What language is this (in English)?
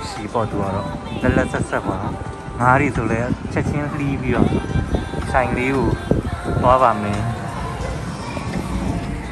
Burmese